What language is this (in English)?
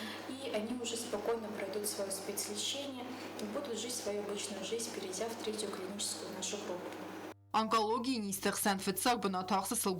Ossetic